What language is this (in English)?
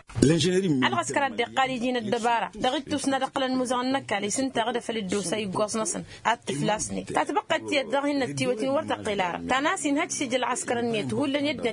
Tamasheq